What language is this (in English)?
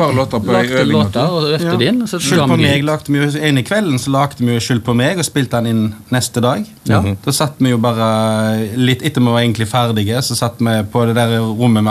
Norwegian